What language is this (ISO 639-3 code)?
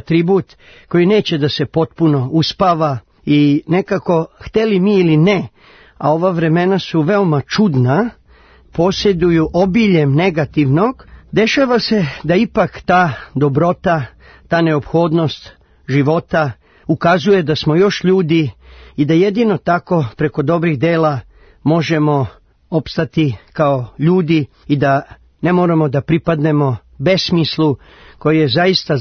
srp